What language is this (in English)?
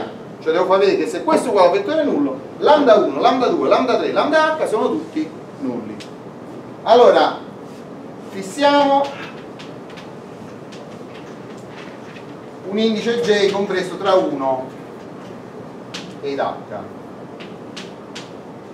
Italian